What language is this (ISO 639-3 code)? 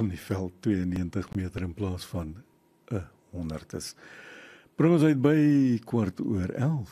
afr